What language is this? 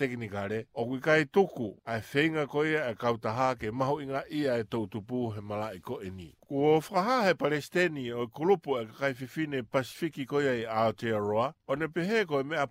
Tongan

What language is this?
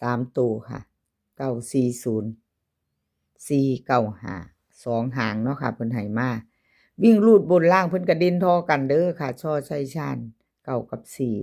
Northeastern Thai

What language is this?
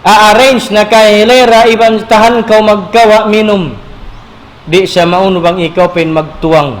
Tausug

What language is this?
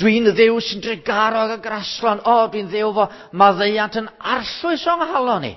Welsh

